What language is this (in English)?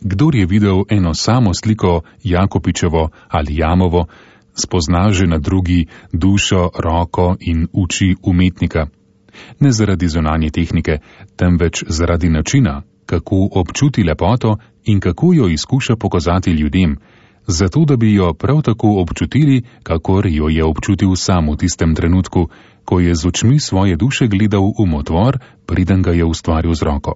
Slovenian